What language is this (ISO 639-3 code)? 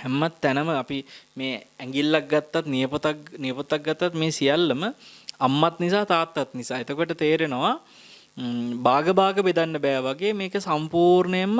sin